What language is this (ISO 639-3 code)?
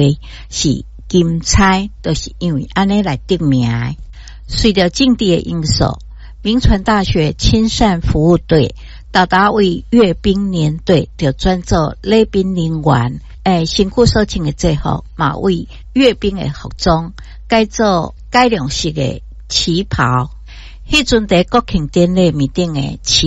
nan